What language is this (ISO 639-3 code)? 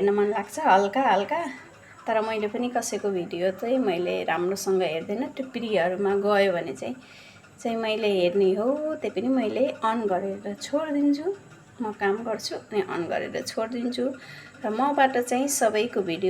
nep